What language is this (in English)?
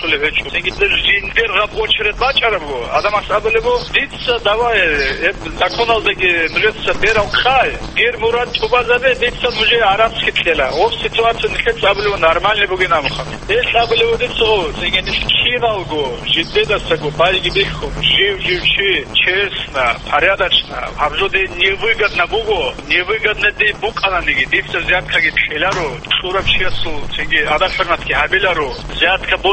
Avaric